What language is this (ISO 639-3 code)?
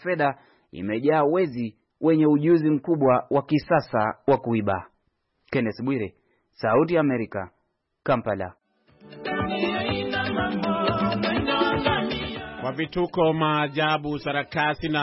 swa